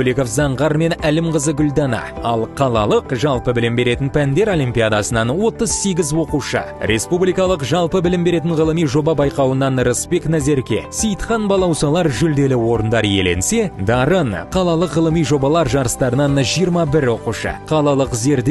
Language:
Kazakh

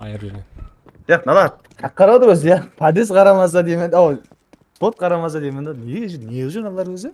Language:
Kara-Kalpak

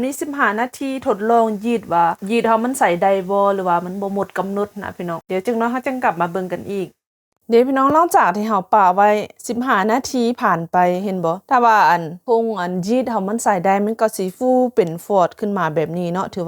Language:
Lao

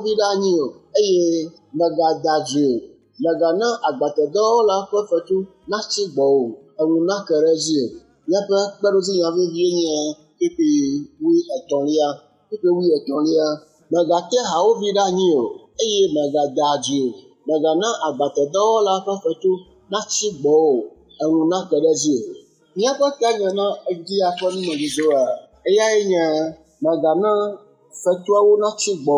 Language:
Ewe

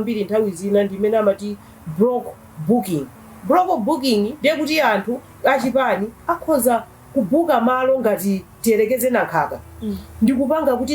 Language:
Nyanja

